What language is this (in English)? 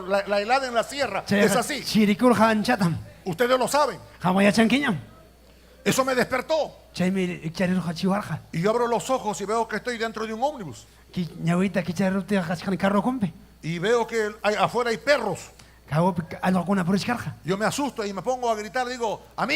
Ayacucho Quechua